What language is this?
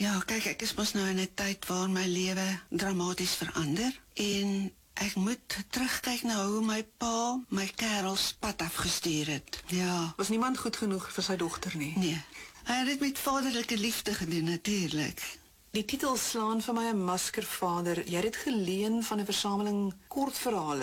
Afrikaans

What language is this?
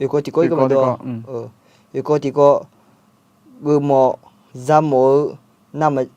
Akha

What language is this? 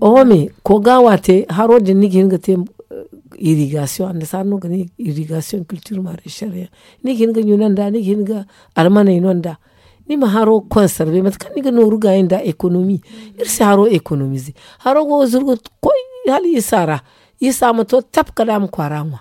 Zarma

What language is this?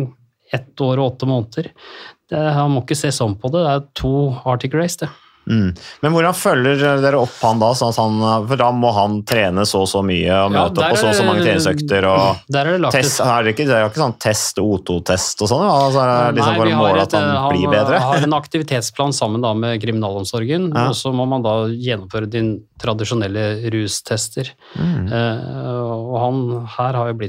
Norwegian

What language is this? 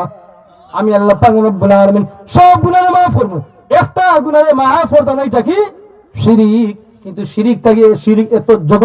Sylheti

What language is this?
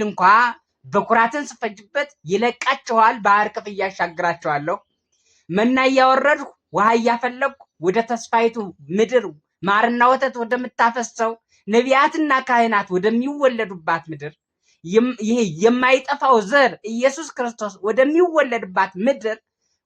Amharic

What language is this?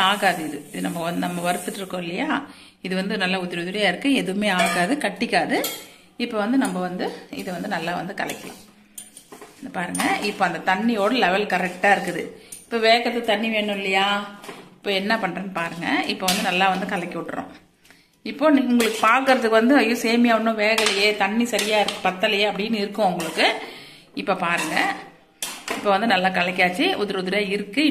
Tamil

